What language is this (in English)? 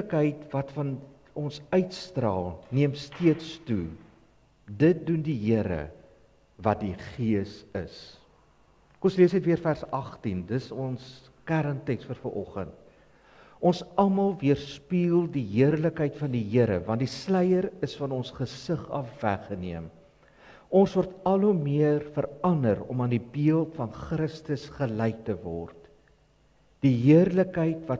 Afrikaans